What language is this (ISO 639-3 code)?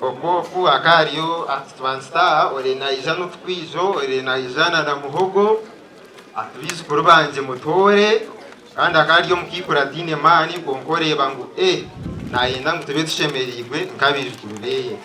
nyn